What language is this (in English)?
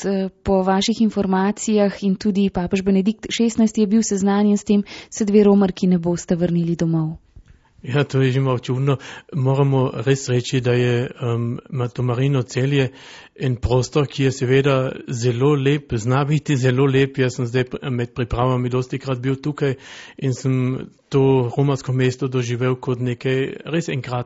Slovenian